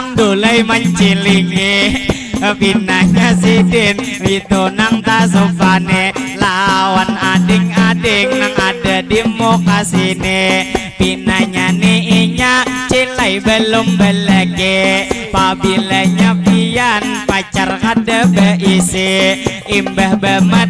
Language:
Banjar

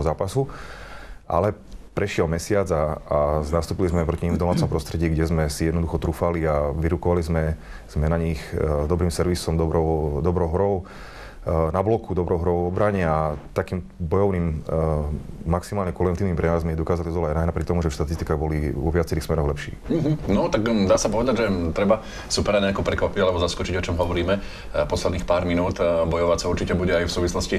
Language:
Slovak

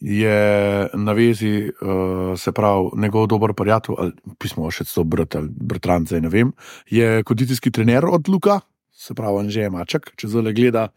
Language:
Slovenian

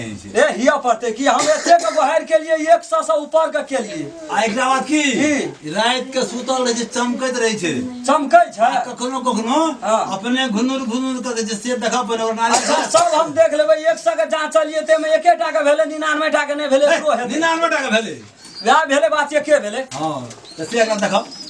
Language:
Maithili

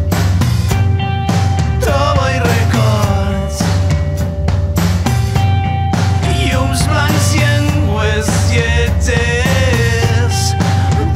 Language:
Catalan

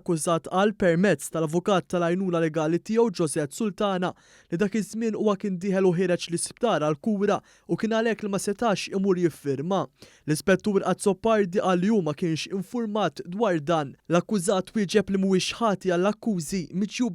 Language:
Maltese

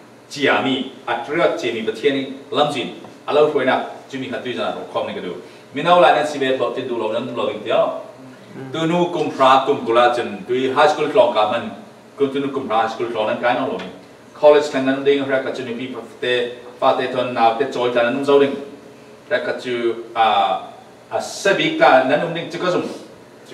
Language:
Falam Chin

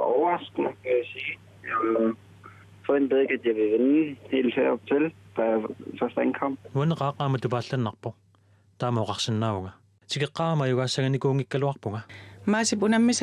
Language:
Kalaallisut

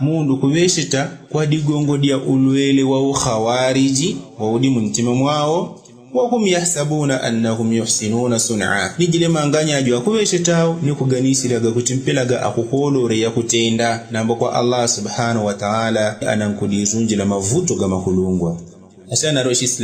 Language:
Yao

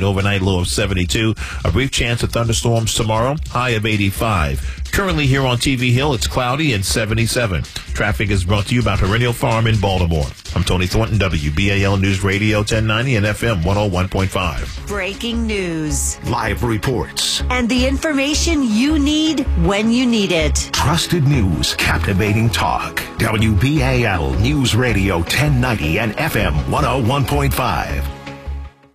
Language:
English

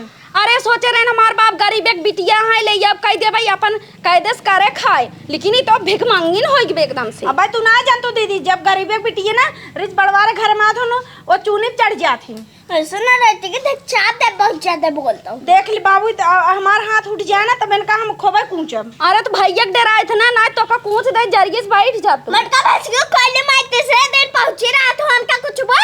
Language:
Awadhi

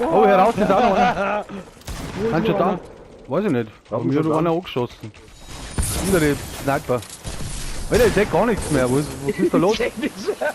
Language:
Bavarian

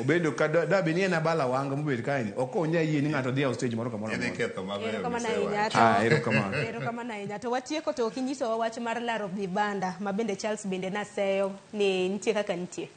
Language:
Luo (Kenya and Tanzania)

